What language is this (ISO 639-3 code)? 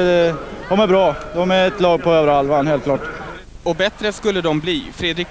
swe